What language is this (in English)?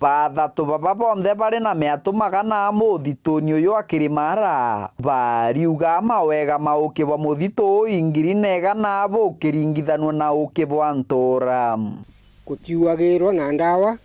Meru